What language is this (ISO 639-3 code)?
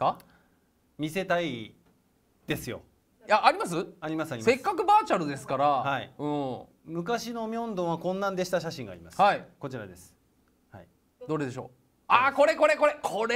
jpn